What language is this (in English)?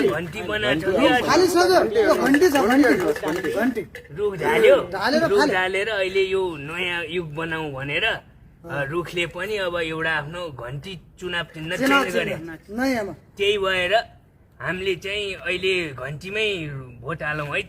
Nepali